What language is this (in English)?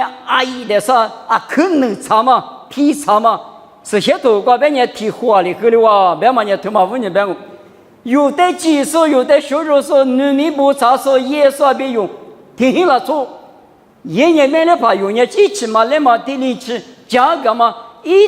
Lisu